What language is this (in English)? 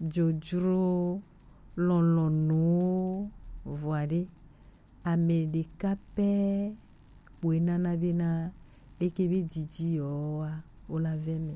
Gen